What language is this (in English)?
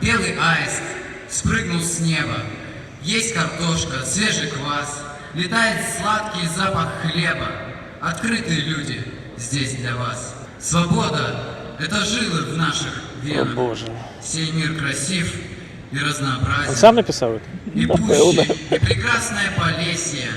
Belarusian